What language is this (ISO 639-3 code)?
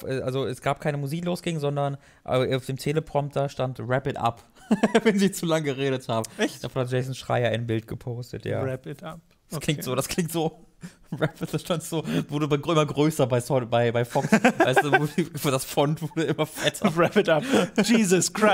deu